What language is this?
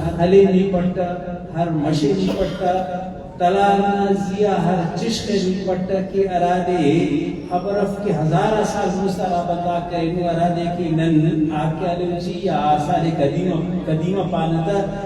Brahui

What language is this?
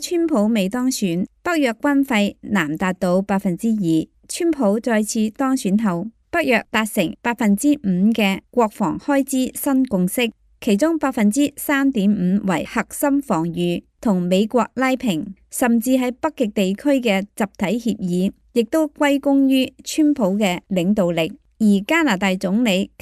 Cantonese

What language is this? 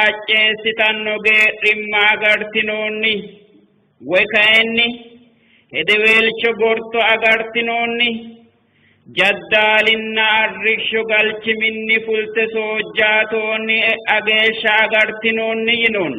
Sidamo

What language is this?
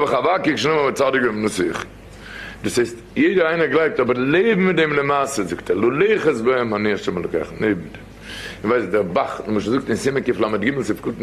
Yiddish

